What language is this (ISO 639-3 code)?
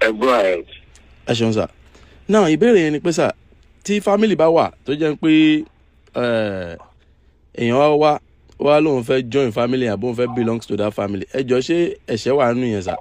yor